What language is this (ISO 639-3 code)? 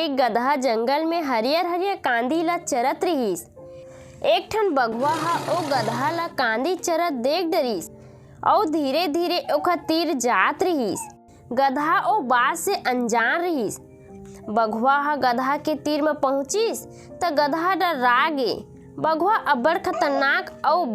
hne